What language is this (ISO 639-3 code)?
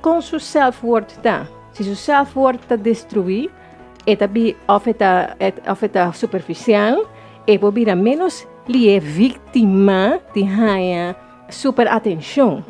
pap